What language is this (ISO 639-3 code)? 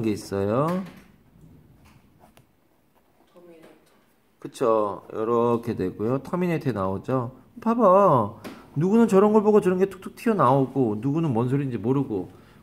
kor